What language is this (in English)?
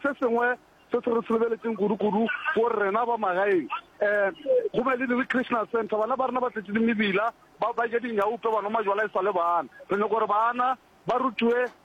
Northern Sotho